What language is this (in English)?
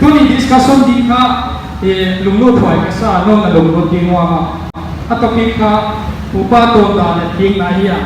Paite Chin